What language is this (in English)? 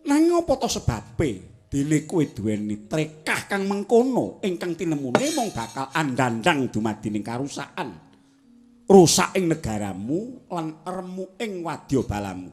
Javanese